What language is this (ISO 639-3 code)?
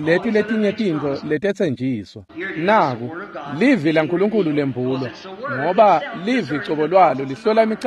ssw